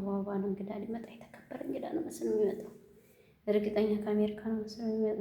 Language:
Amharic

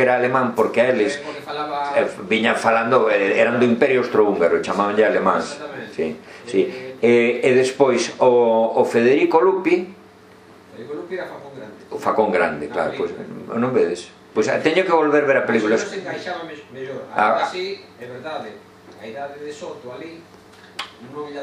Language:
Galician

